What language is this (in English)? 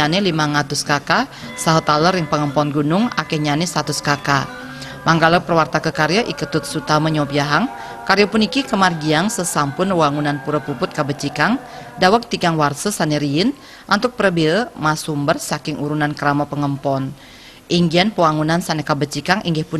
Balinese